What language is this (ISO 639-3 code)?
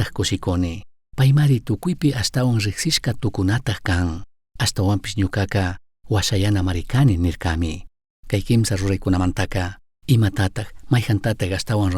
qug